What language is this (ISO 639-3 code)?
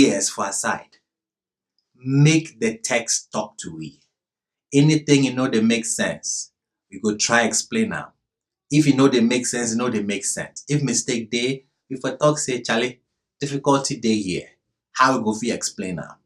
gpe